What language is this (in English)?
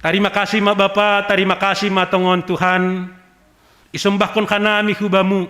Batak Simalungun